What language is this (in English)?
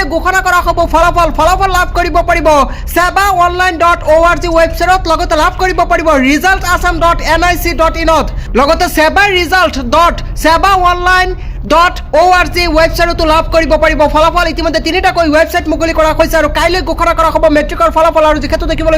Assamese